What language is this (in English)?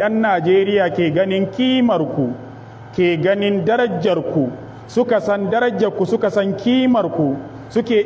Hausa